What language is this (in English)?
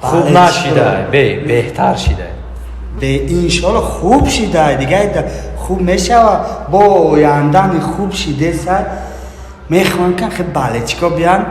Tajik